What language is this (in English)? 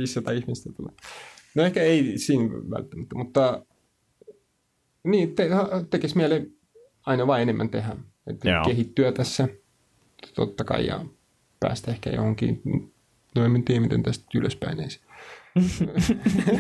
Finnish